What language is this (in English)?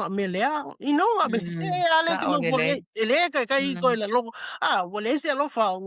Samoan